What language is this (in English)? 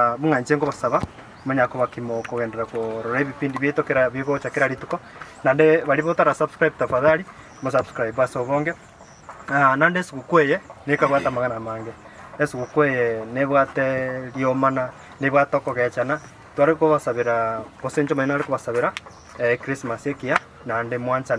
Gusii